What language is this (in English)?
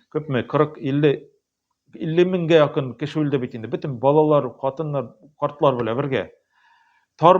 Tatar